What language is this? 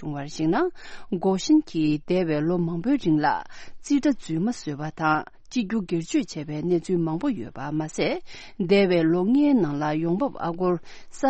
Tibetan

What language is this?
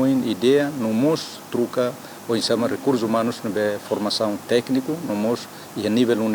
Tetum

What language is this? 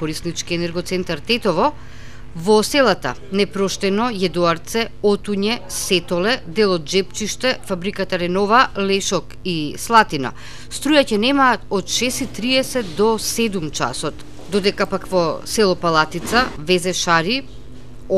Macedonian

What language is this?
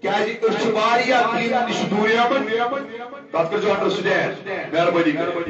Kashmiri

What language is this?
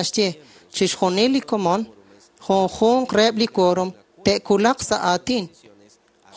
Kekchí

